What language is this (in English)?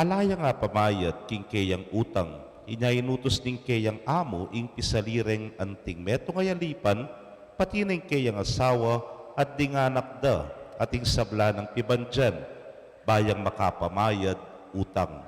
Pampanga